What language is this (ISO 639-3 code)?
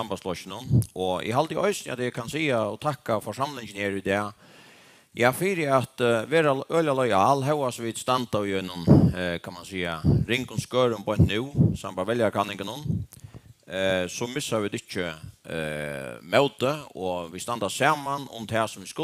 fao